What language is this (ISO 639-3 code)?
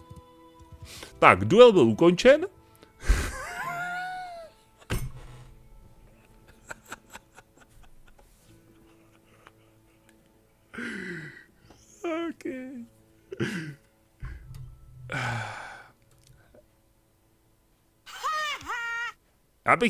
ces